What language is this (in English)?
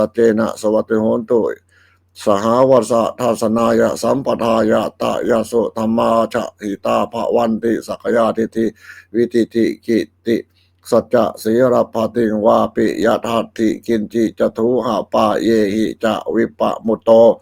Pali